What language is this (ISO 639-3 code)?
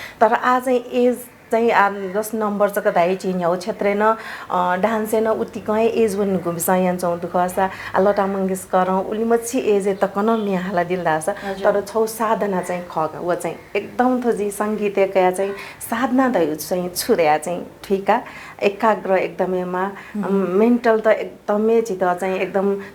new